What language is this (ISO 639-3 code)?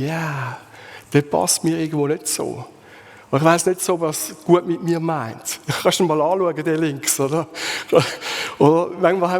gsw